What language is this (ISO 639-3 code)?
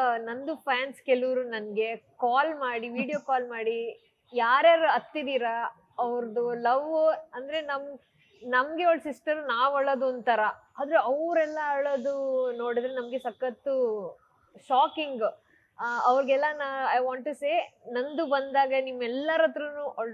kan